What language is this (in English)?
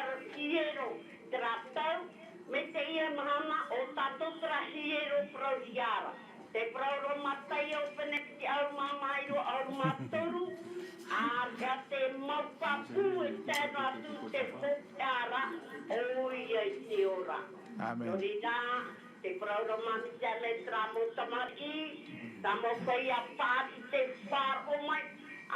Tahitian